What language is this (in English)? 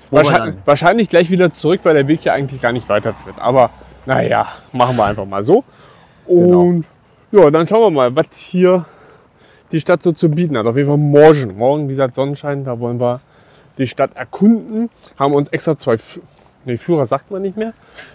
German